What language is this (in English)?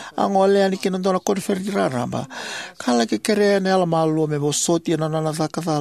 Fijian